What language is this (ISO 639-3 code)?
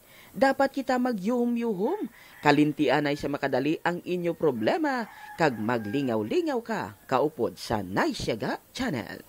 hil